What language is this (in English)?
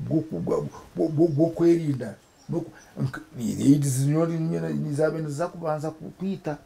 Nyankole